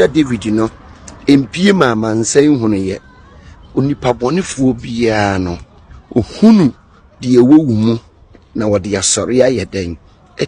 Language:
Akan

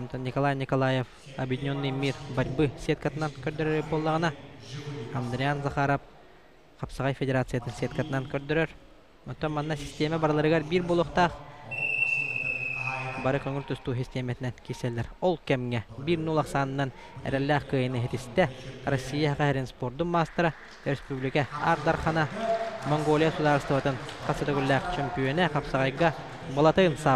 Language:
Yakut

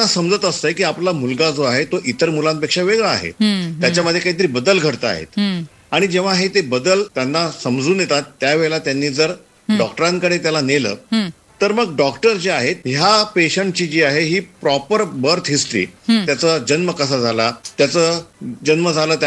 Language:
Marathi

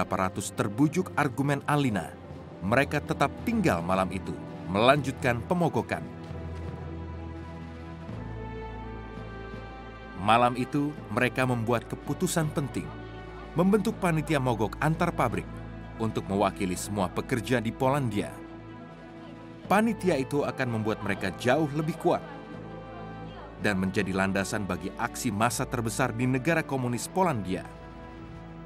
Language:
Indonesian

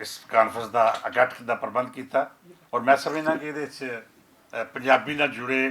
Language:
Western Panjabi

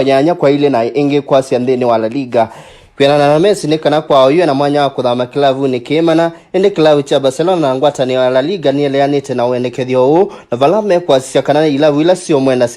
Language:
Kamba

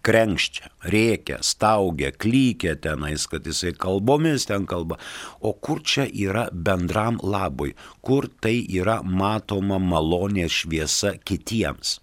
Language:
Lithuanian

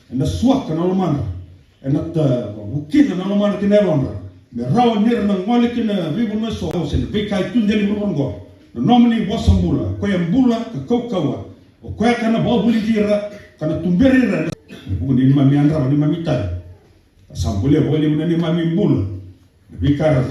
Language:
Fijian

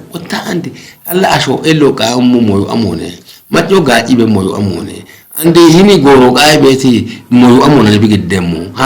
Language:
Kafa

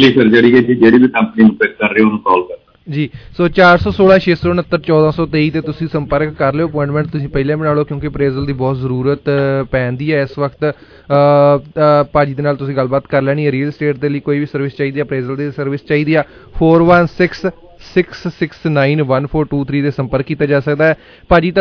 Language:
Punjabi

